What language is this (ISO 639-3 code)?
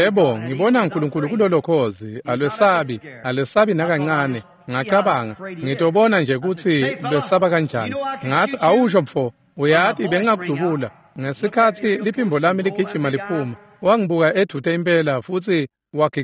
ssw